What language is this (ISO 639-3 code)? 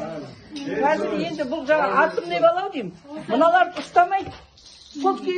kaz